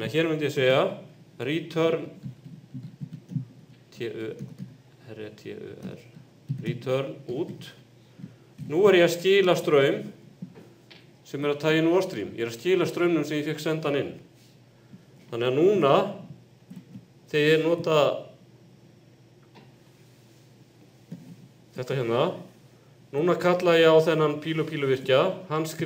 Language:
Icelandic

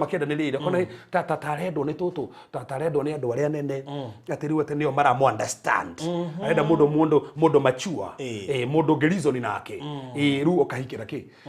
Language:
Kikuyu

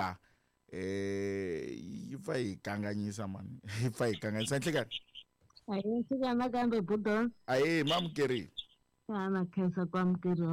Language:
Tsonga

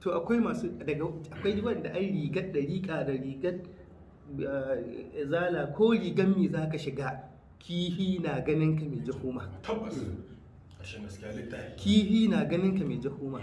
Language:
Hausa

